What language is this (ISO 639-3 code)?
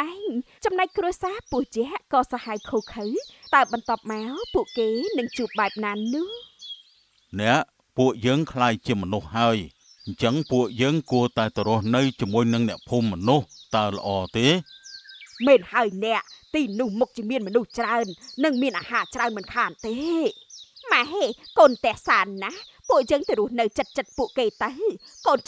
khm